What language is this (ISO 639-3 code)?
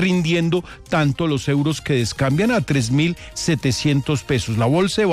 spa